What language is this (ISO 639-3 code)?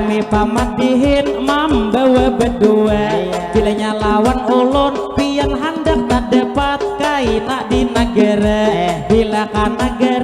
bjn